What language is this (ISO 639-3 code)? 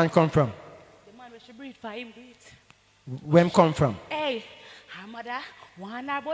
jam